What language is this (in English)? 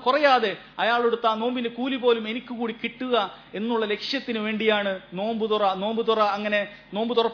Malayalam